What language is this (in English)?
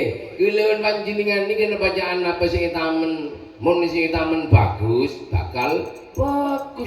Madurese